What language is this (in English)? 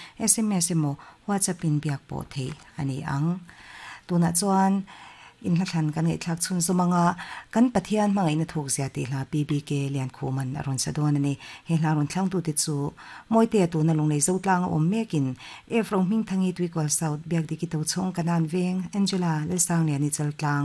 Mizo